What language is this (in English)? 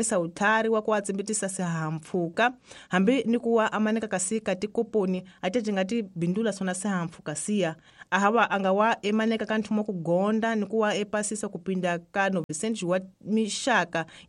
Tsonga